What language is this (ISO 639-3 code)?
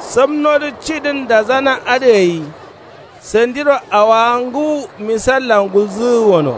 kau